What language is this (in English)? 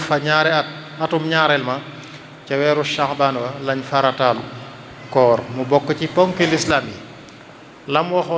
Wolof